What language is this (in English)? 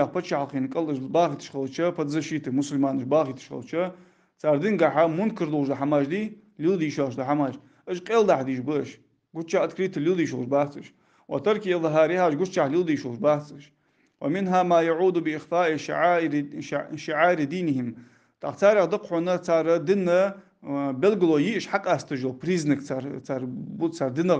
Ingush